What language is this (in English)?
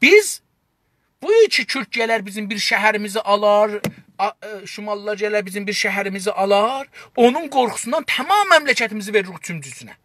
South Azerbaijani